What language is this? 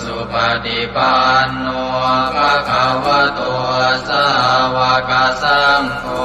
Pali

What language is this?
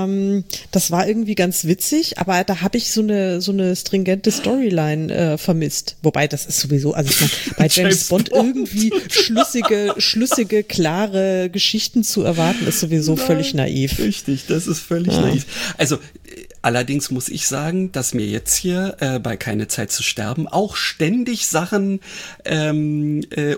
German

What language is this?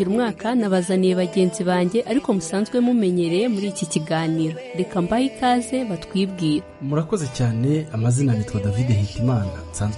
Kinyarwanda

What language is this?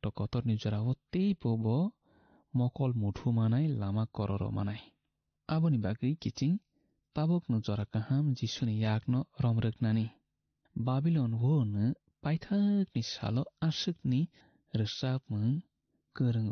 Kok Borok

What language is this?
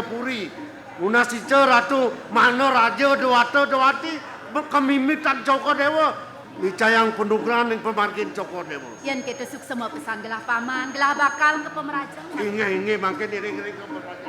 Balinese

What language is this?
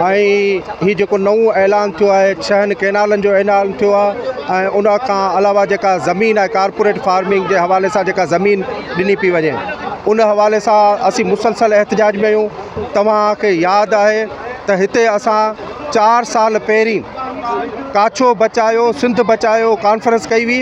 Sindhi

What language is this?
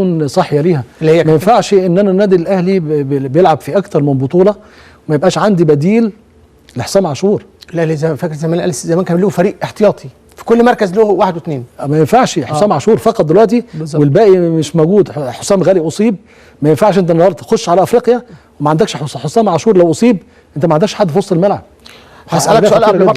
Egyptian Arabic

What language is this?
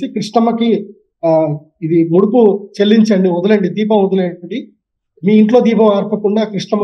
Telugu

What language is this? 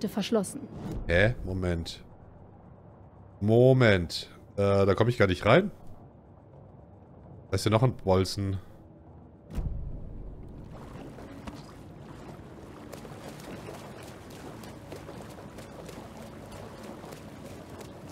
German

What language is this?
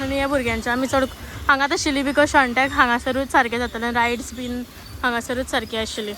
Konkani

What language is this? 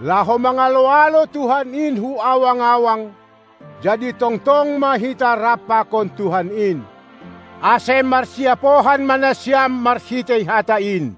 Batak Simalungun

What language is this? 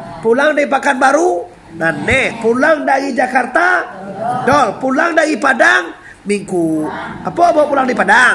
Minangkabau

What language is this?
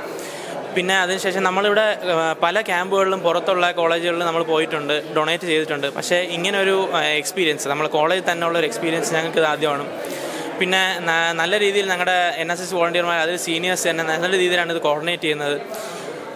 Malayalam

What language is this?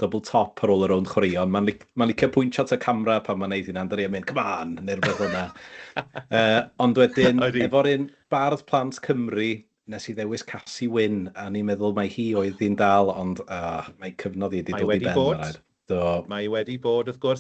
Welsh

